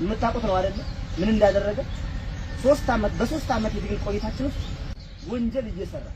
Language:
Amharic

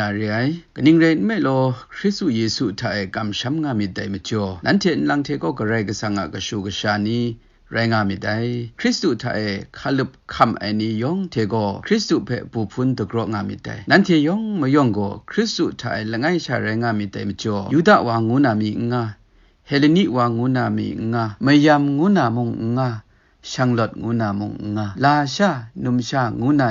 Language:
Kachin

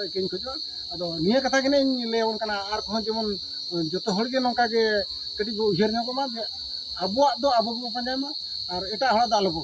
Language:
Santali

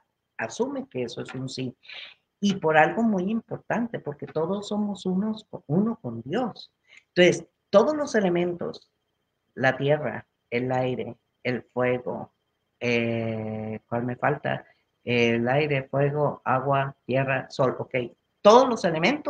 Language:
Spanish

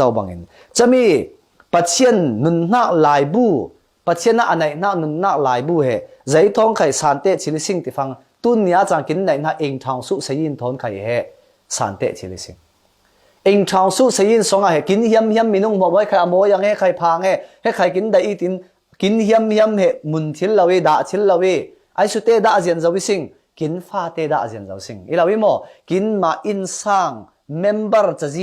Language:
Falam Chin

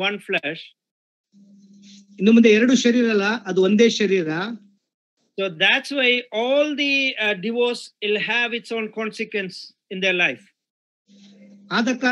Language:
Kannada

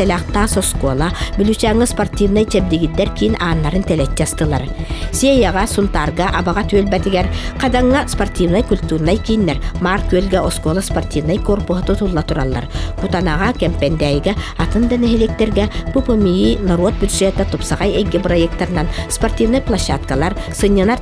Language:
Yakut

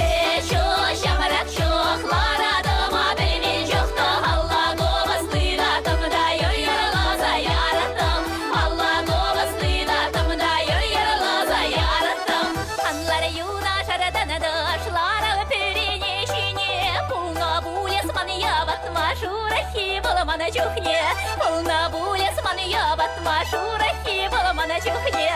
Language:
Chuvash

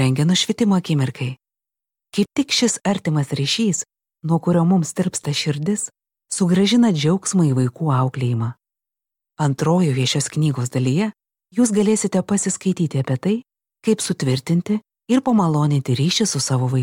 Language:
Lithuanian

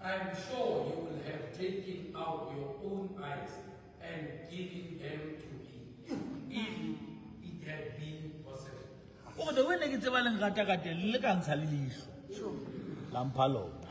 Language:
Southern Sotho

